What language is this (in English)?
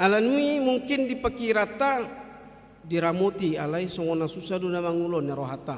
Batak Toba